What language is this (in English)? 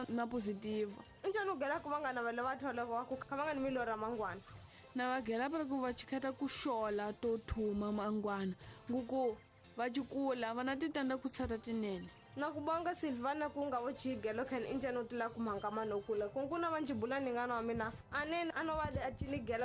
Tsonga